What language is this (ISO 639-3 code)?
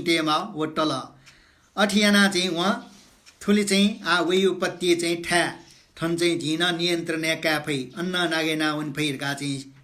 new